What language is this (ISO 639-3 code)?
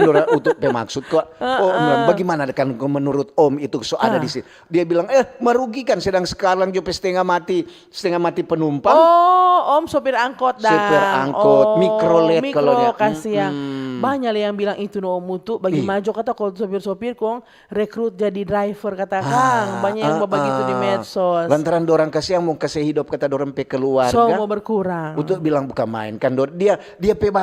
xmm